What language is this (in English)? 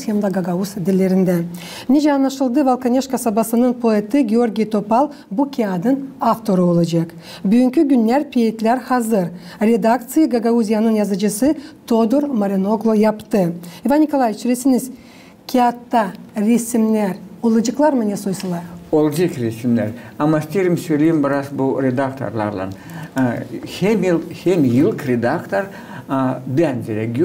Gagauz